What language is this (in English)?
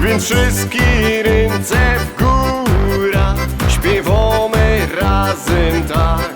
Silesian